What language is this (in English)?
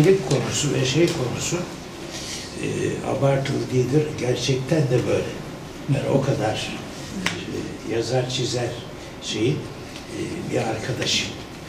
Turkish